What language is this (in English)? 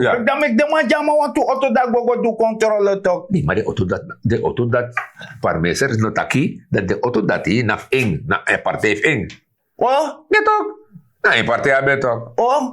Sranan Tongo